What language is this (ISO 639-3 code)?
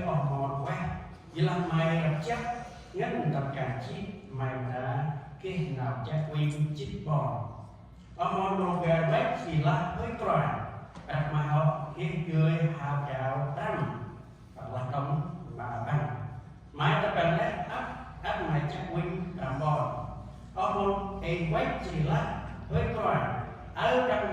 cmo